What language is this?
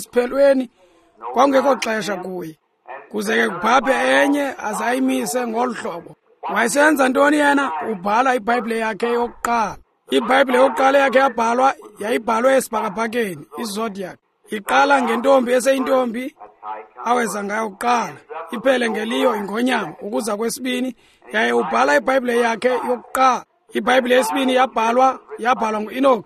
Xhosa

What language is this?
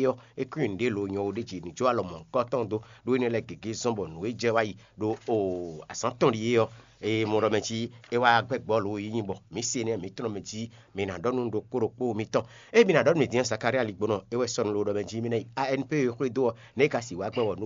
Fon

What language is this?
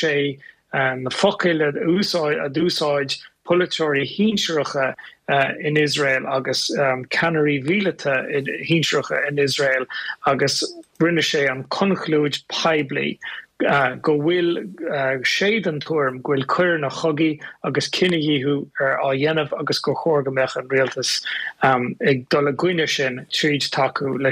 Irish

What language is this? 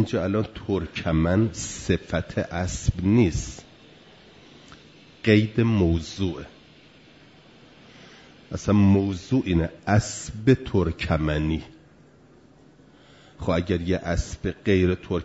Persian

